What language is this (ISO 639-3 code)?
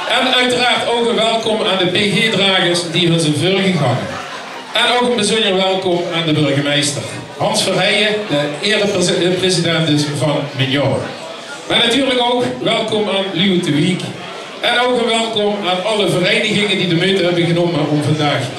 lim